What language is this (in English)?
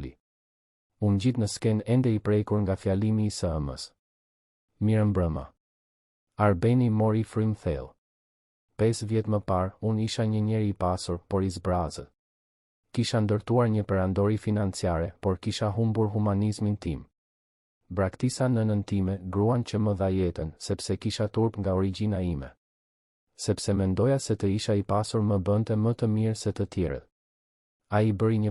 Albanian